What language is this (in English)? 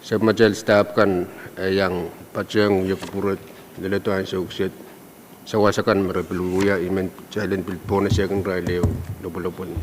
Pohnpeian